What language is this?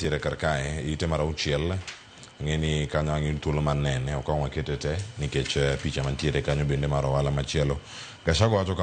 Luo (Kenya and Tanzania)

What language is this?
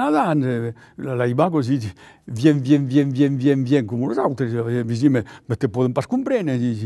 Occitan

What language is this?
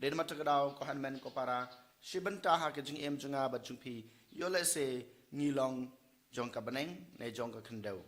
Khasi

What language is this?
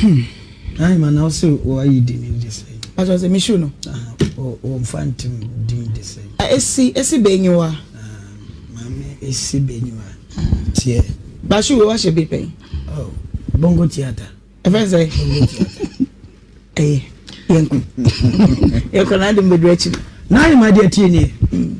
Akan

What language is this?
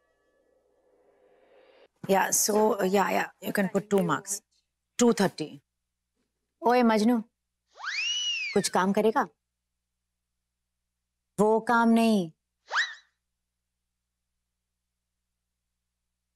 Hindi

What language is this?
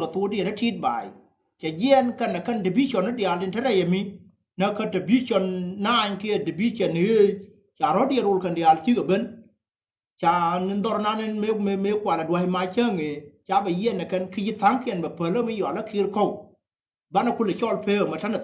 Nuer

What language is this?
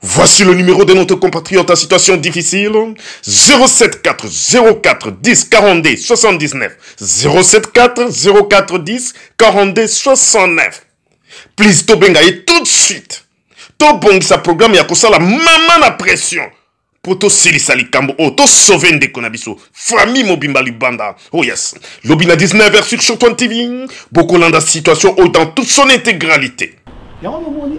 Lingala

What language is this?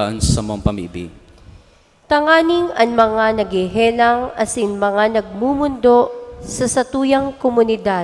Bikol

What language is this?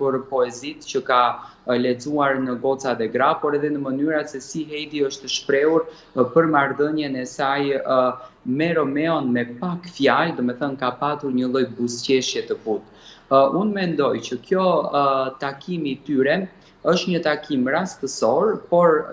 Albanian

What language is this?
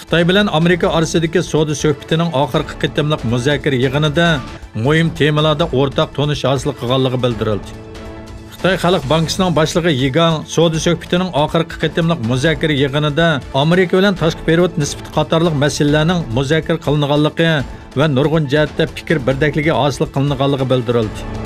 Uyghur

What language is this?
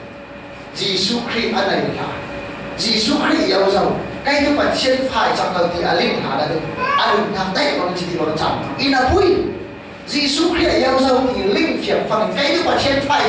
Falam Chin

